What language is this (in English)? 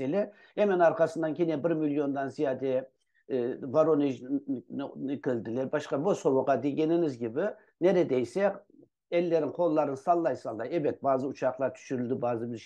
Crimean Tatar